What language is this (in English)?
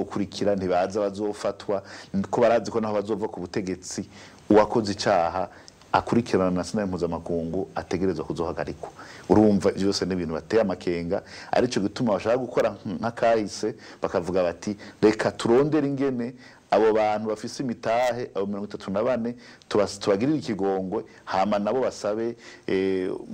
Rundi